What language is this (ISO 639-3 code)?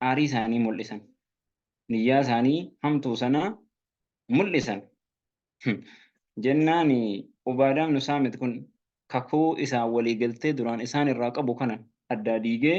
orm